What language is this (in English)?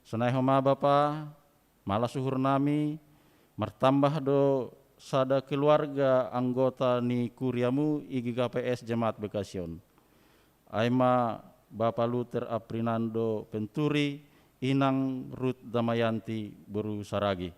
Batak Simalungun